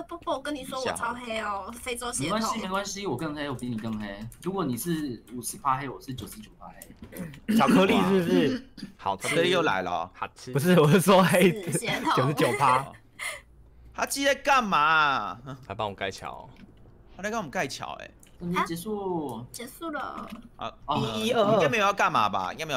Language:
Chinese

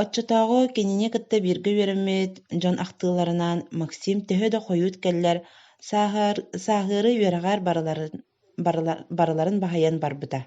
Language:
Yakut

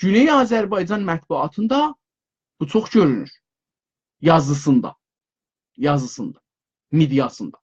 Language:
South Azerbaijani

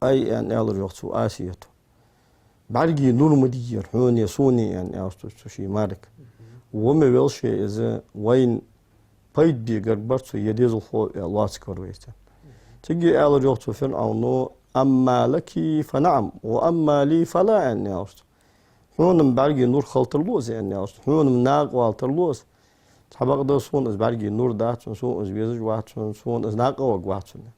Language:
Ingush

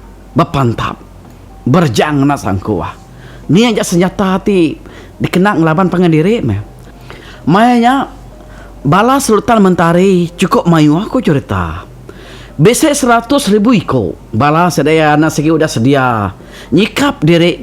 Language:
Iban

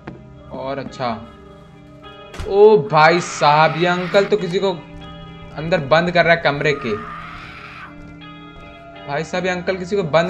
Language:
Hindi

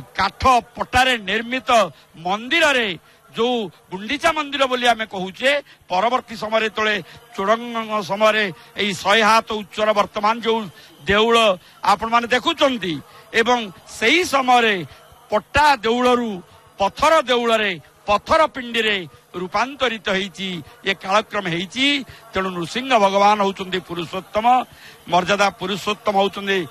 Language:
Odia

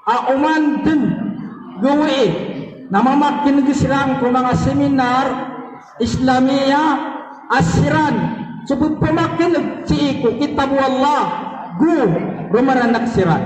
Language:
Maranao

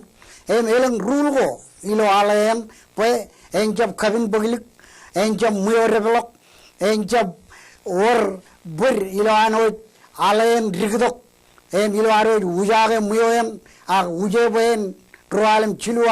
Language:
Marshallese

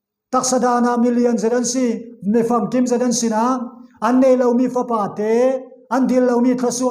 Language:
Falam Chin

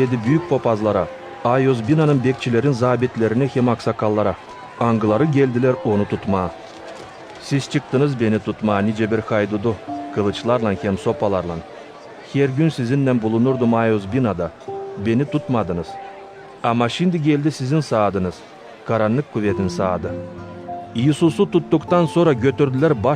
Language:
Gagauz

